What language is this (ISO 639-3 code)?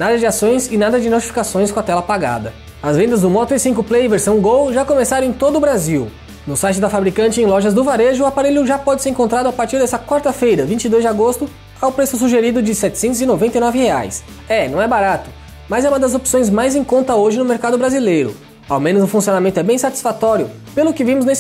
por